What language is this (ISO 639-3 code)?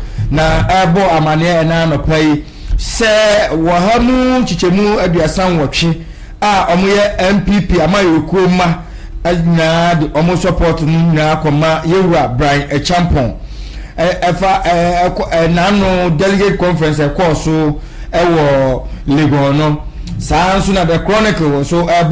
aka